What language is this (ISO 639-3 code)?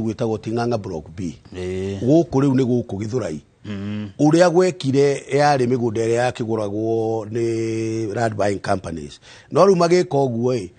kik